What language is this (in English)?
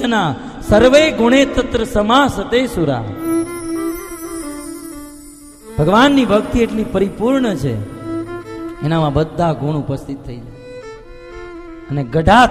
Gujarati